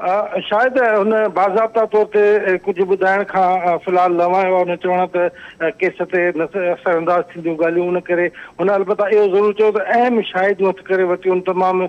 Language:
Sindhi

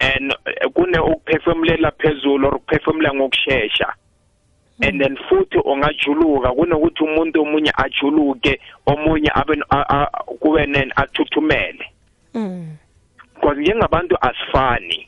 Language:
South Ndebele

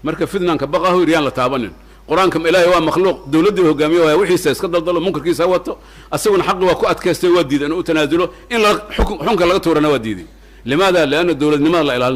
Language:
Somali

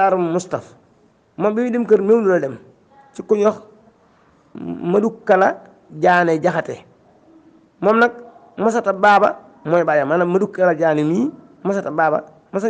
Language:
Wolof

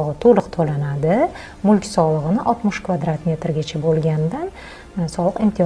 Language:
Uzbek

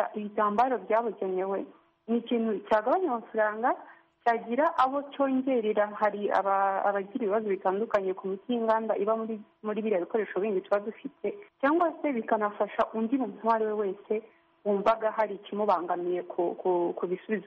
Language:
Kinyarwanda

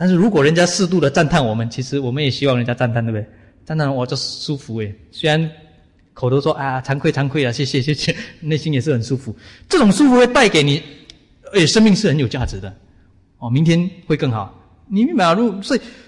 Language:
Chinese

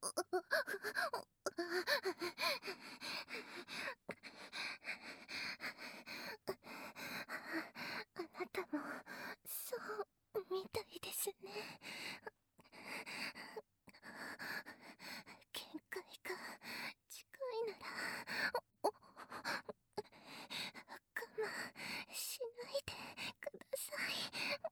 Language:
Japanese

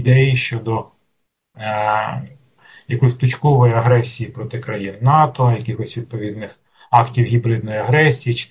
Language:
Ukrainian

